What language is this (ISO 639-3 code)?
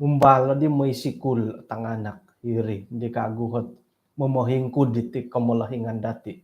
dtp